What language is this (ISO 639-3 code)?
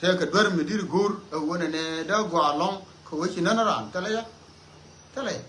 nus